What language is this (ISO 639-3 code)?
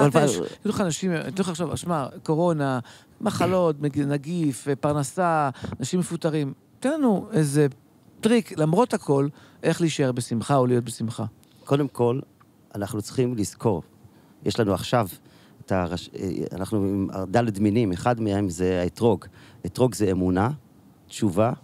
heb